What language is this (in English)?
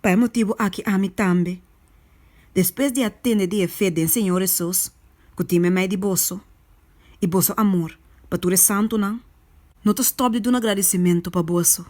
Papiamento